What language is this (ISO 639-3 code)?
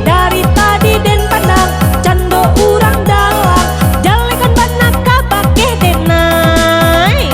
min